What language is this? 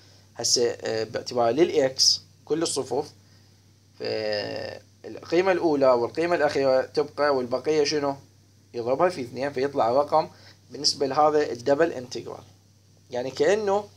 Mesopotamian Arabic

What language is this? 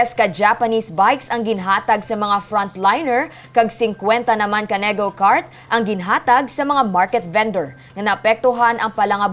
Hiligaynon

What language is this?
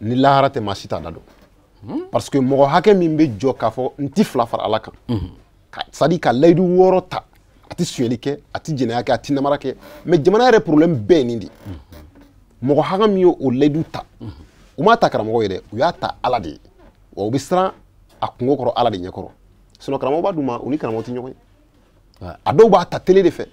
Bambara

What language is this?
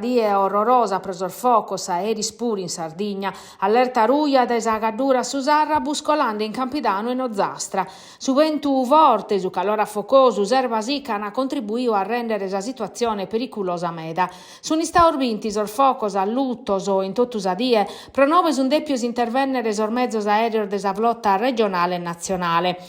Sardinian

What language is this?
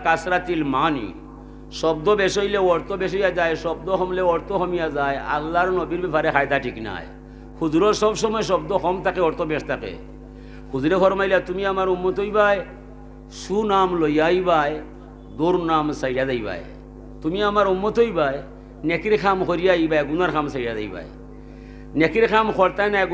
Sylheti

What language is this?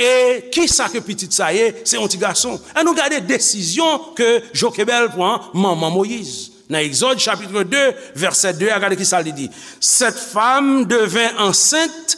Haitian Creole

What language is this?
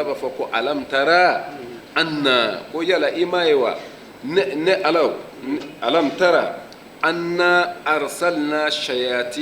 Bambara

